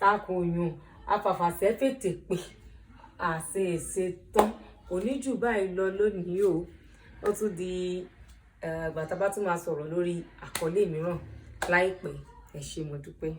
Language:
Yoruba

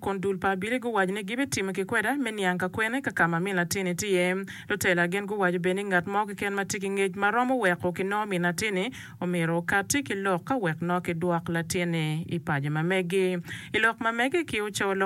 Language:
Acoli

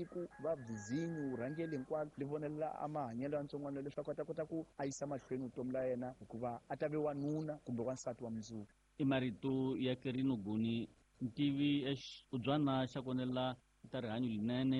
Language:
Tsonga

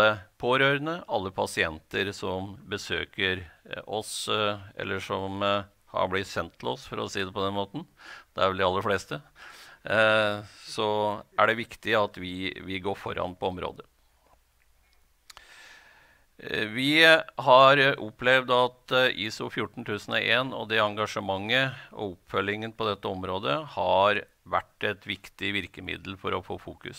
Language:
Norwegian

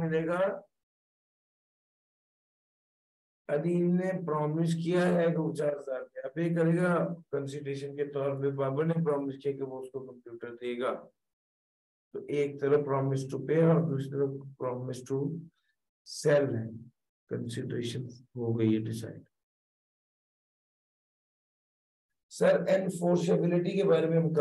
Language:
Hindi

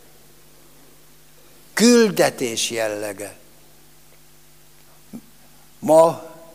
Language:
Hungarian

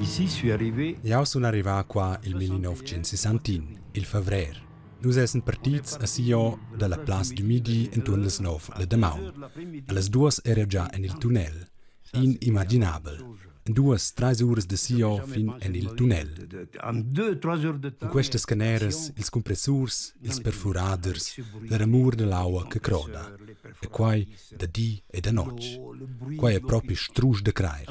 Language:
Romansh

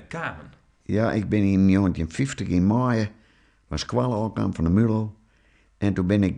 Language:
Western Frisian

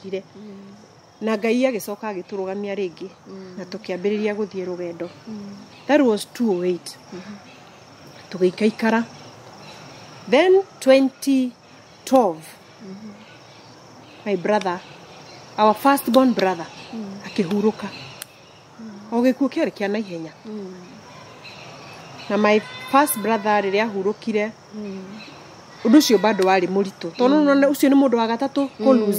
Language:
Kikuyu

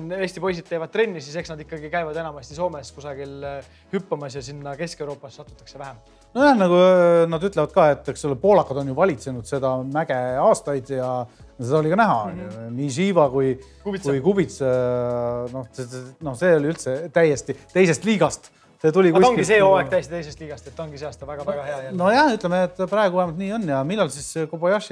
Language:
Estonian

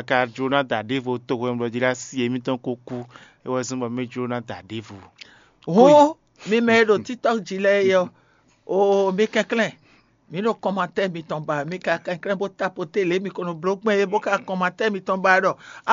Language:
Fon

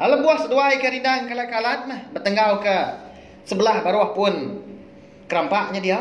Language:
Iban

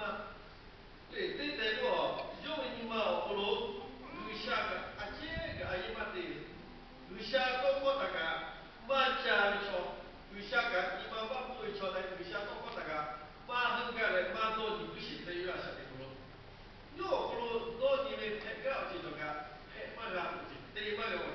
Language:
Lahu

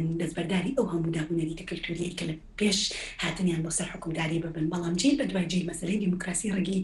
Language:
Central Kurdish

